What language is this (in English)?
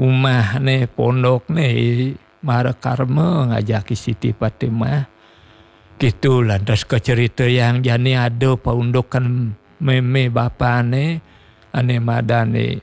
Balinese